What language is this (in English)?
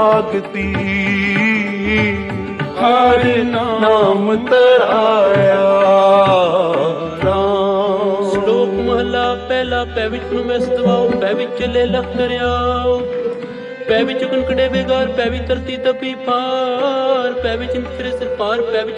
Punjabi